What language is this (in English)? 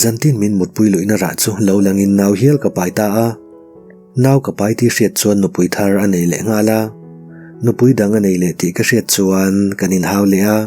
Mizo